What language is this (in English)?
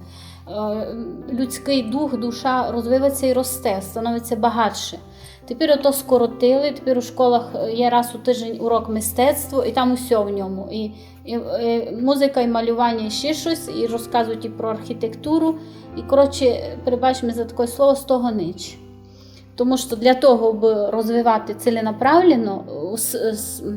Rusyn